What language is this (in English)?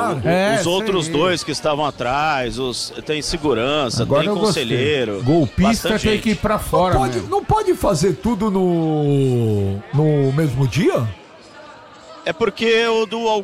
Portuguese